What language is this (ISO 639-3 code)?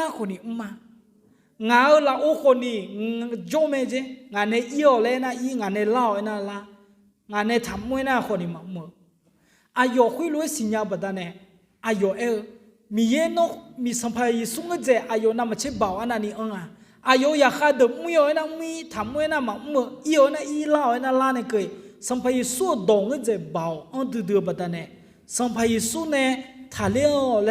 ahk